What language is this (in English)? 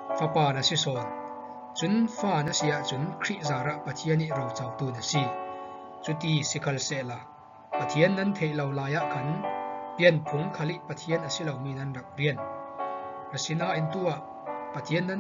Falam Chin